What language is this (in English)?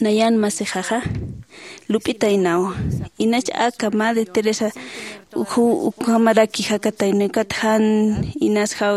Aymara